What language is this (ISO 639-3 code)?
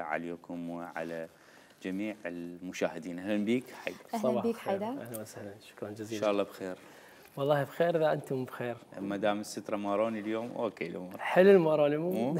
acm